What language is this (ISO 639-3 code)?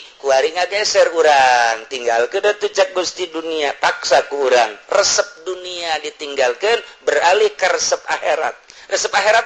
sun